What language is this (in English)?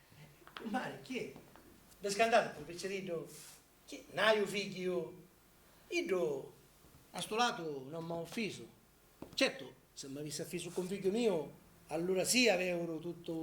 Sicilian